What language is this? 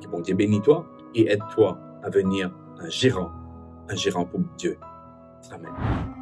Morisyen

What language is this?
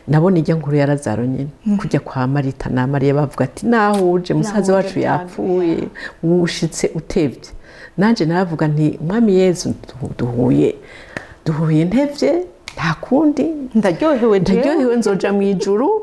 Rundi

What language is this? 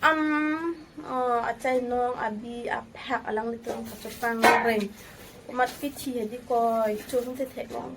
Karbi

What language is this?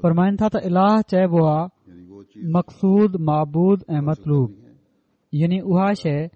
Sindhi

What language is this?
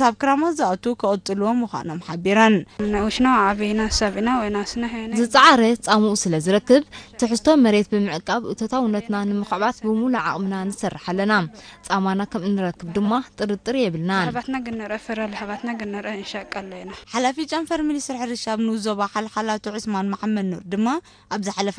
Tigrinya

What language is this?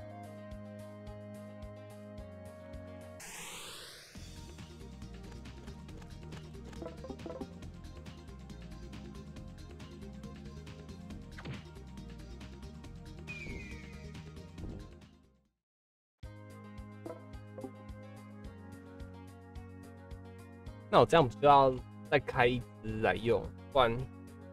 Chinese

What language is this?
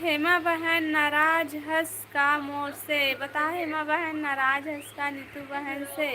Chhattisgarhi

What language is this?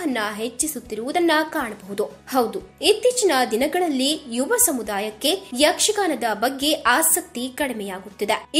Kannada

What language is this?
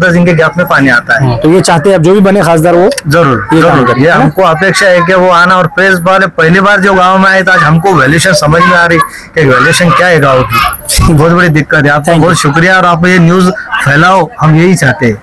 Hindi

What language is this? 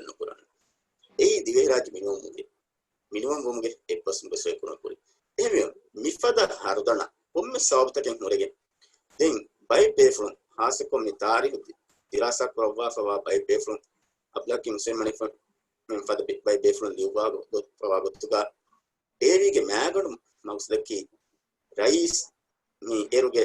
Divehi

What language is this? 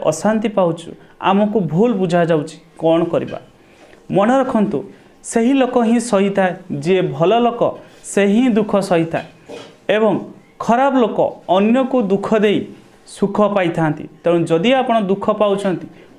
Odia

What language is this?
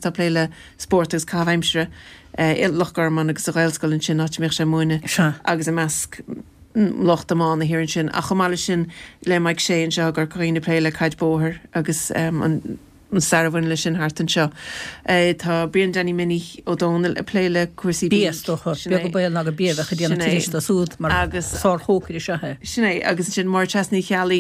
Irish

